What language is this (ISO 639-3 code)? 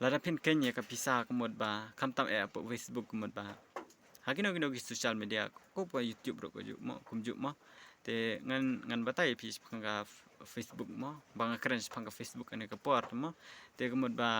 kha